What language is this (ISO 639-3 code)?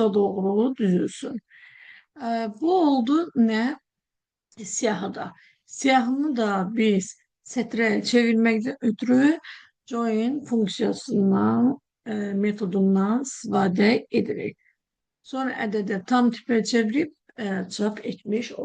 aze